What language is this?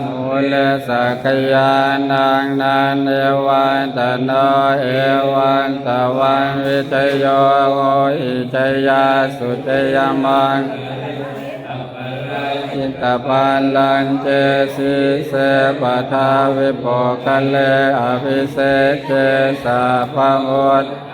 Pali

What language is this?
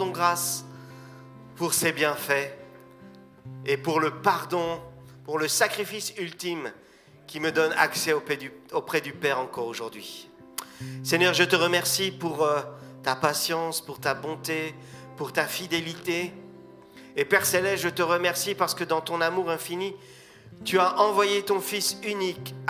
French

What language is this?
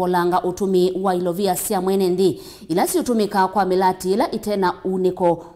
Kamba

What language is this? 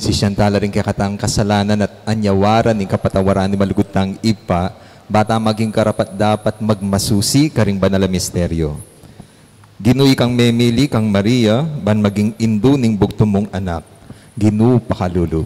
Pampanga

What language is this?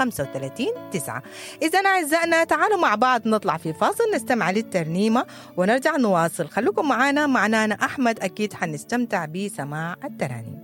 Sudanese Arabic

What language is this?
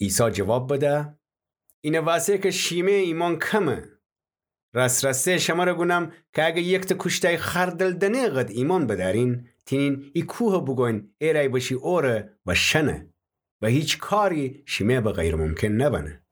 Gilaki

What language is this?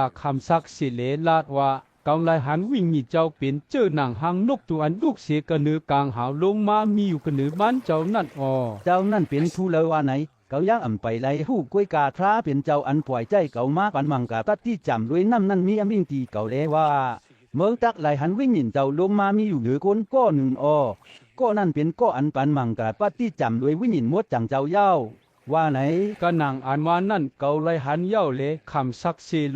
Shan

